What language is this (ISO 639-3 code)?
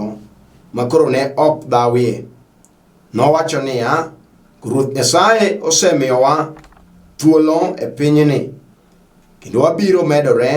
luo